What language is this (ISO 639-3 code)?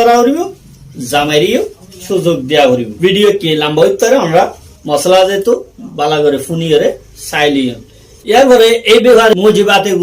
rhg